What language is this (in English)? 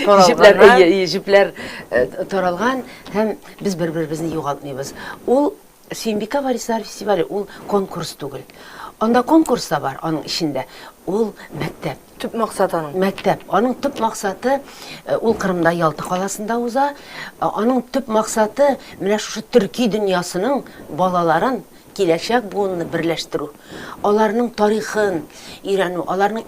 Tatar